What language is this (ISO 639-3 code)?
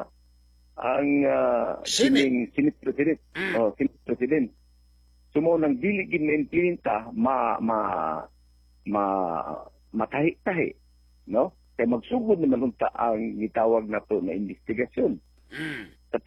ceb